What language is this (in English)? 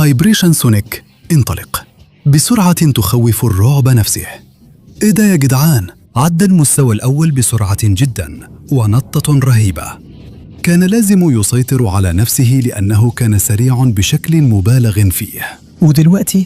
Egyptian Arabic